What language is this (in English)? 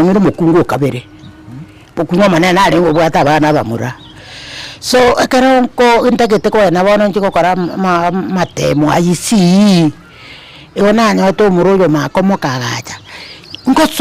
Gusii